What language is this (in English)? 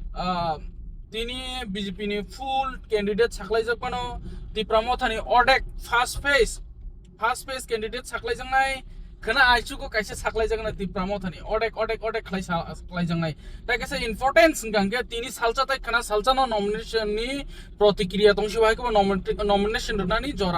Kok Borok